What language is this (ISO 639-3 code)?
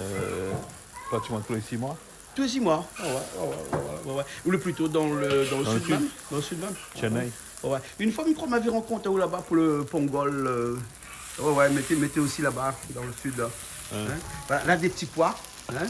rcf